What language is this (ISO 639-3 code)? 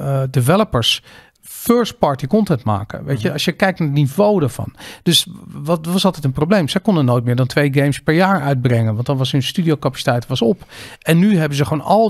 nld